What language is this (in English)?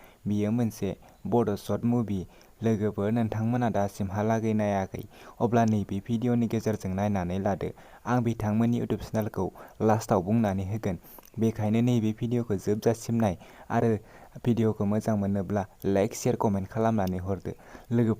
Bodo